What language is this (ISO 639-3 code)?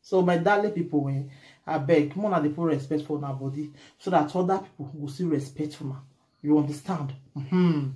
pcm